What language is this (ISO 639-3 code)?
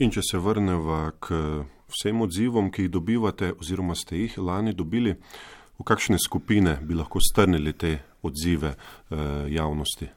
slv